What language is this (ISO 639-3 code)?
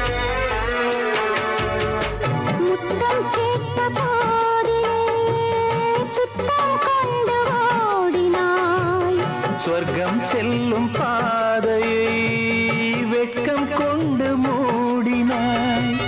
tam